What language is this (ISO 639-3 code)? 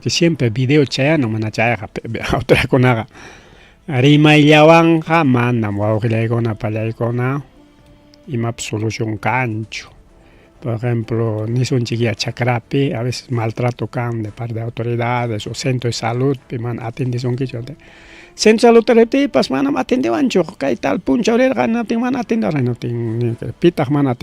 quy